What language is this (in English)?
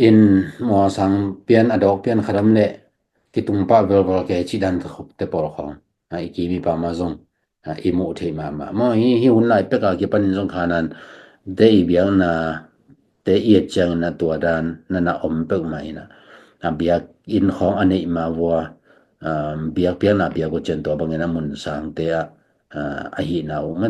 Tedim Chin